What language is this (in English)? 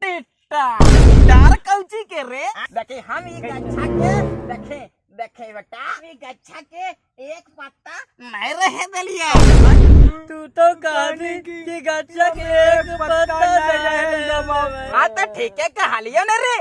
Magahi